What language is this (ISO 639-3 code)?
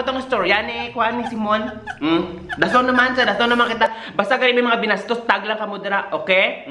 hil